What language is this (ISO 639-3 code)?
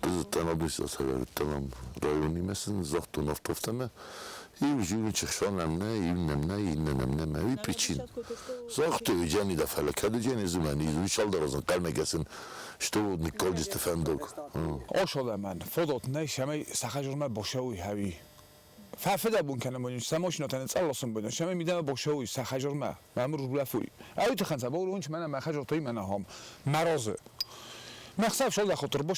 oss